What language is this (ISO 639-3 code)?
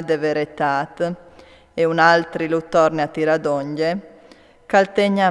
fur